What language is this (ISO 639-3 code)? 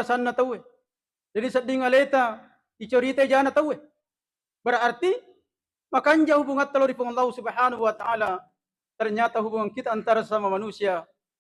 bug